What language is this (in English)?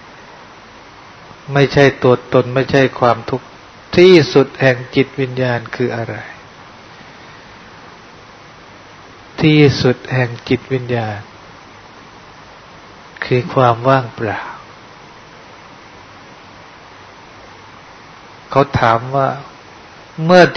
Thai